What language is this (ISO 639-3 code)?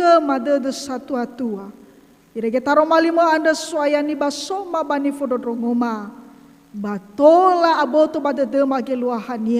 nia